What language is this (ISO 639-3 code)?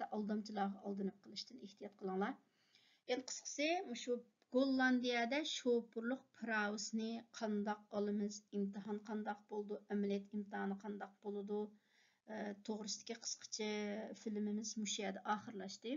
uig